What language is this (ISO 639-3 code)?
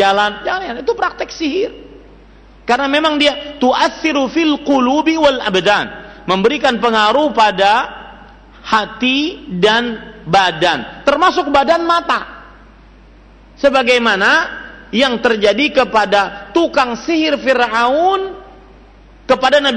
ind